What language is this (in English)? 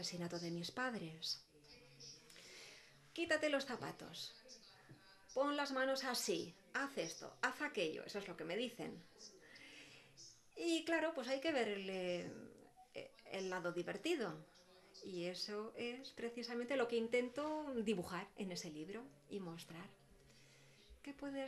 Spanish